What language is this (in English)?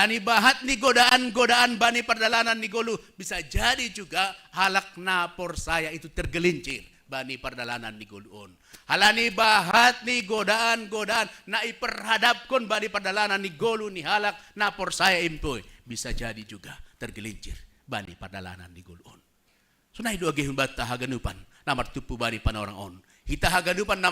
Batak Simalungun